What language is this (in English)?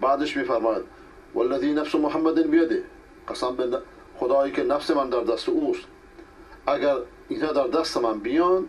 Persian